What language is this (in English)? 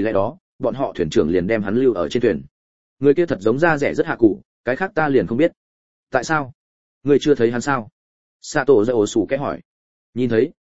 Vietnamese